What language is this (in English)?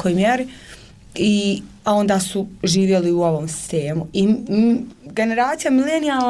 Bosnian